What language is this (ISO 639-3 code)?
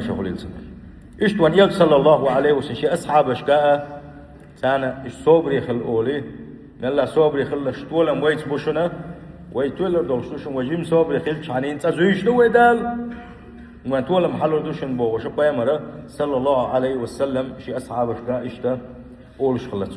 che